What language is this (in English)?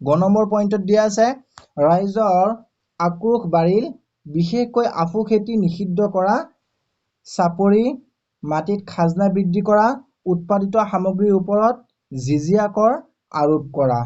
Assamese